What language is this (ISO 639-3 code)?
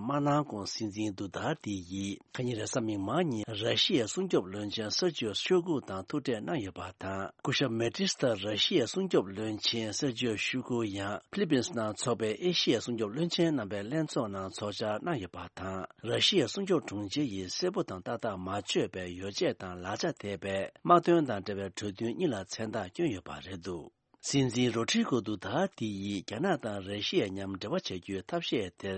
bod